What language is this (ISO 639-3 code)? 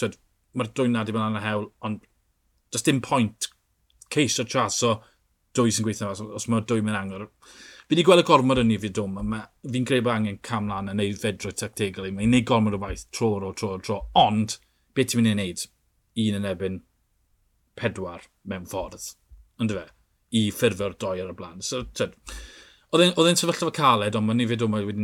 cym